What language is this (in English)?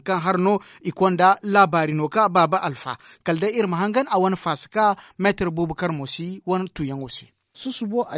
Zarma